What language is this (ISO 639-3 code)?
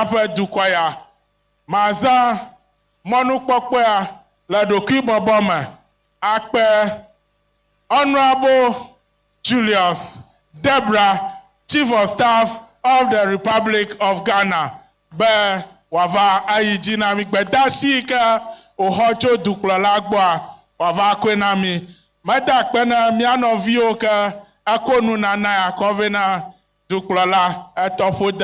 ewe